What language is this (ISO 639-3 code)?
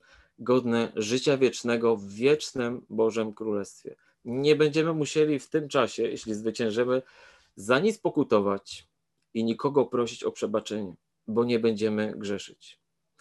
pol